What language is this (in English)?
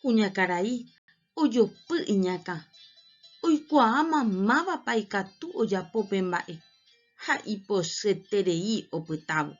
Guarani